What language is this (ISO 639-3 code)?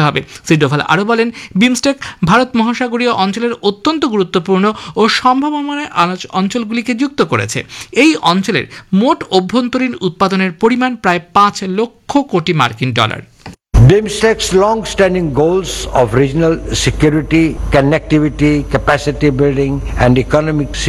ben